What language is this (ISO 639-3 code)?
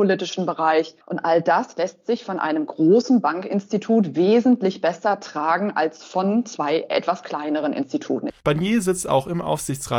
deu